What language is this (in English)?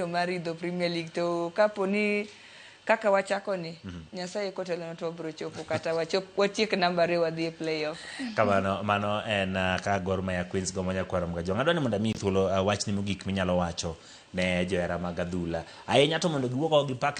Luo (Kenya and Tanzania)